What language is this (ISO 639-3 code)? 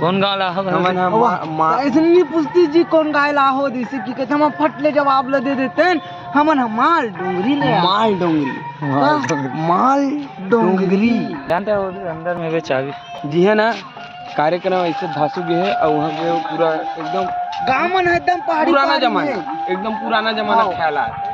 hne